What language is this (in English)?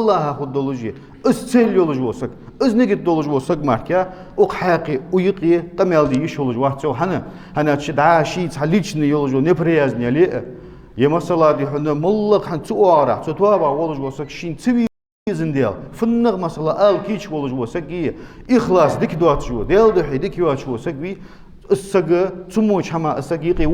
Ingush